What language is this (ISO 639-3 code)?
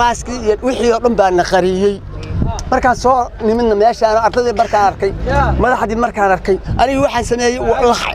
som